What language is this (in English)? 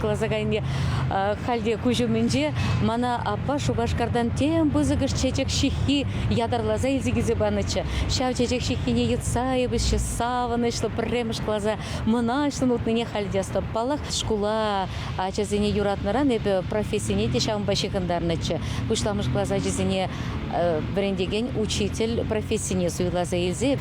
Chuvash